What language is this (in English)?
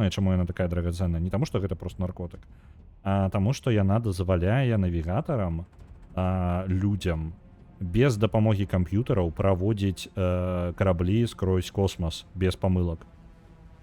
Belarusian